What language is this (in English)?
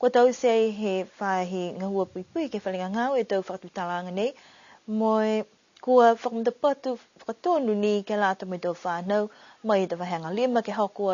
Niuean